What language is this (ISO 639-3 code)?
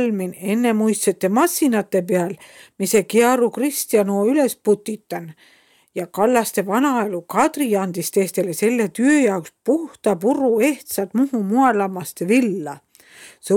est